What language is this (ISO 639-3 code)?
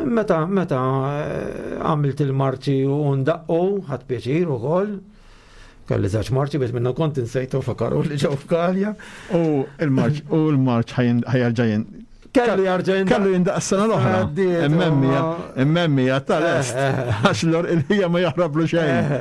mlt